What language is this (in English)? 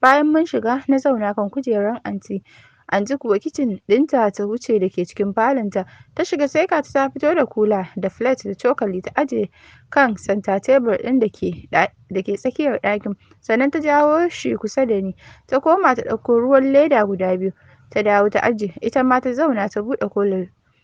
Hausa